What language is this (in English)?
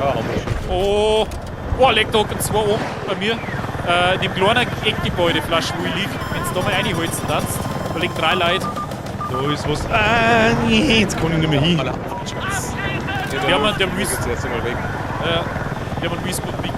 Bavarian